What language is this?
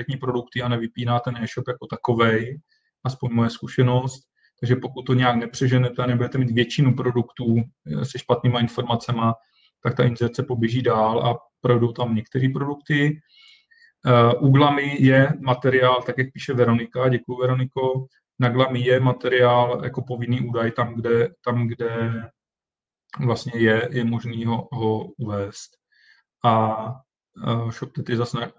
Czech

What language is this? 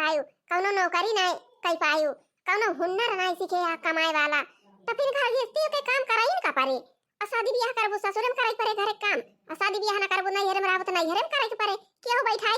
Awadhi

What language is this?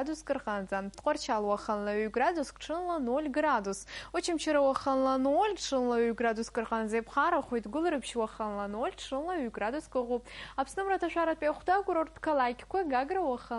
Abkhazian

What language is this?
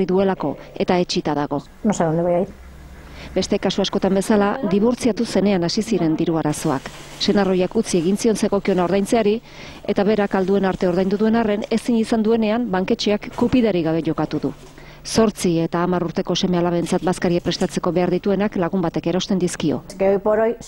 Basque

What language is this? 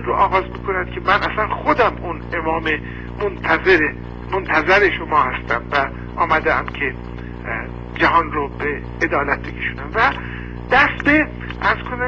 Persian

